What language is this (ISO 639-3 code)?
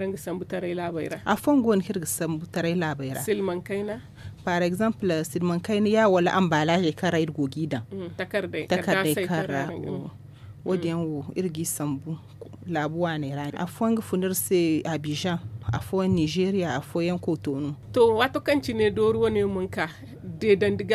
dje